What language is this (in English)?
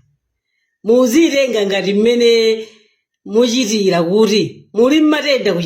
Nyanja